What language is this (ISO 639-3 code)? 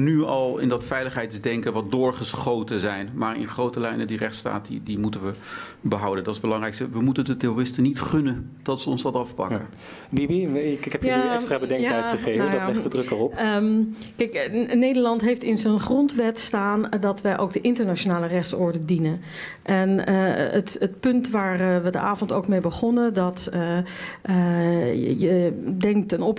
nld